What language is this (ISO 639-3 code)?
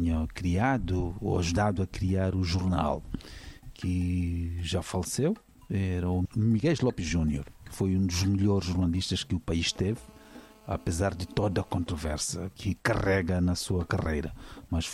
por